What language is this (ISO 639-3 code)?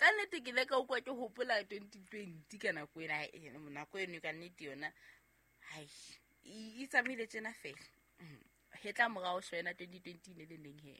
sot